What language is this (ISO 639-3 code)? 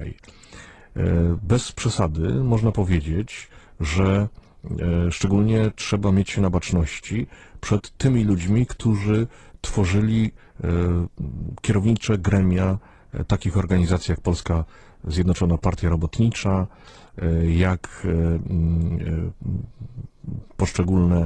pol